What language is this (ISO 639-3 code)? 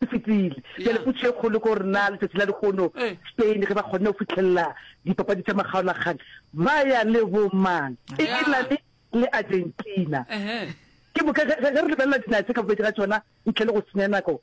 nso